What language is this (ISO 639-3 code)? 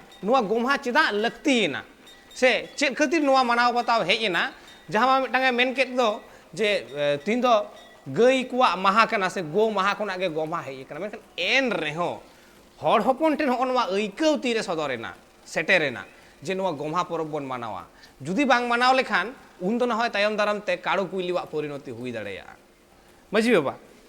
sat